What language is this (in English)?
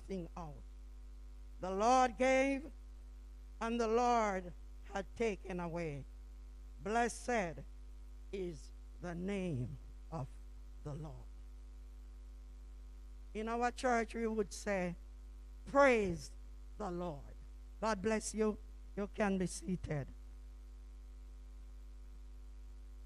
English